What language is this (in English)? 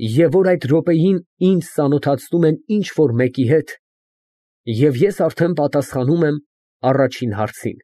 Armenian